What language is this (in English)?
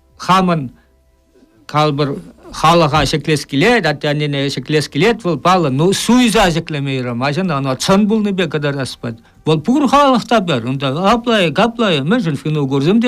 Chuvash